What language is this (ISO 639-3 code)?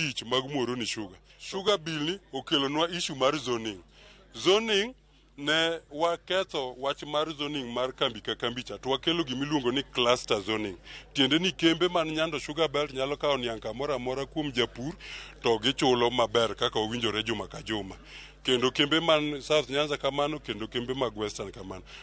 luo